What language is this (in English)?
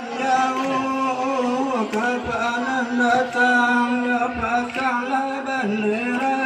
Minangkabau